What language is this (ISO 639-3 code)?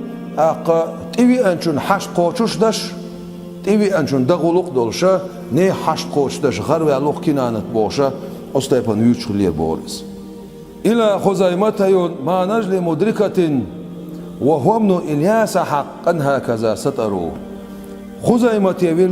che